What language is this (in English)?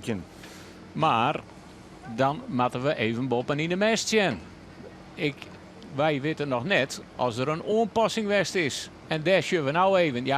Western Frisian